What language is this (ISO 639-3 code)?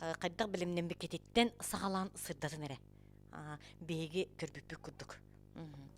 sah